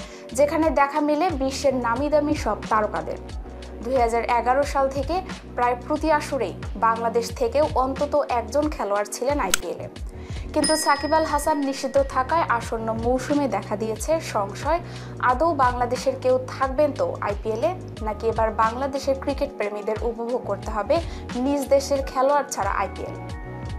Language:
Bangla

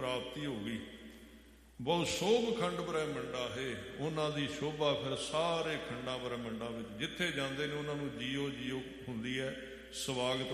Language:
Punjabi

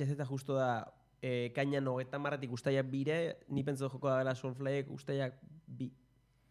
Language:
Basque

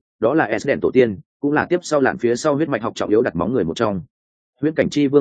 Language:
Vietnamese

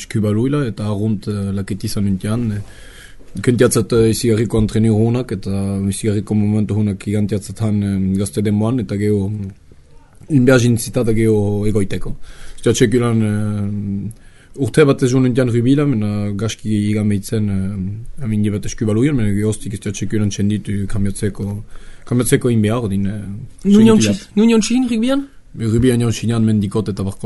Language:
Basque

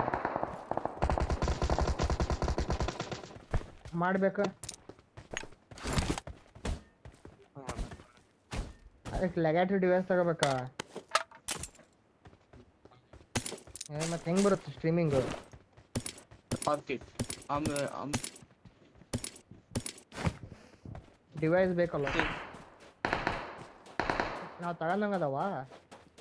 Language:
Kannada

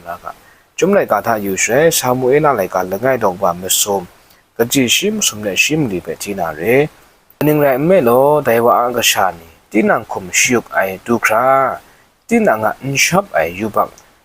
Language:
Kachin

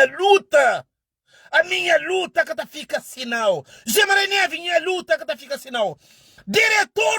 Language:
Kabuverdianu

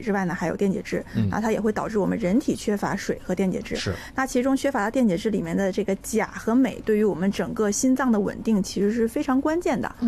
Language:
Chinese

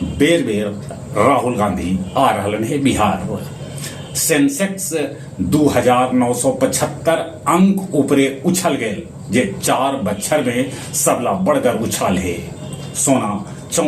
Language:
Magahi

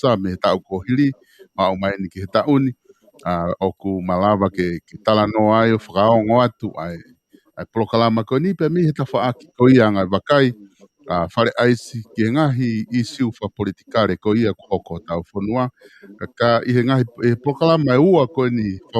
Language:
Tongan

